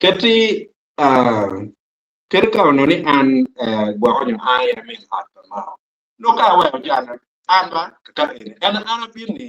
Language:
Acoli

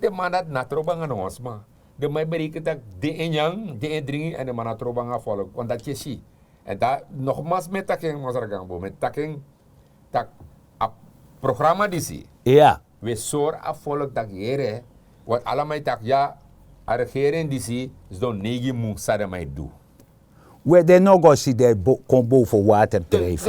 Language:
Sranan Tongo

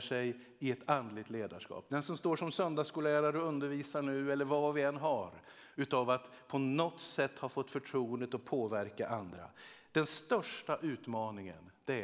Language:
Swedish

